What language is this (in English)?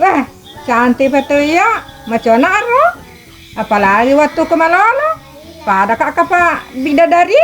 Buginese